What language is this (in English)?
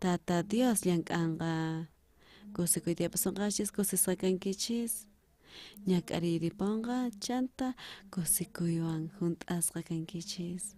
South Bolivian Quechua